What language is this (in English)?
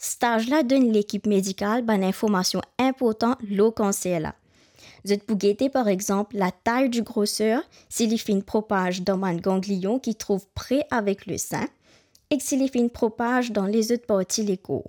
Morisyen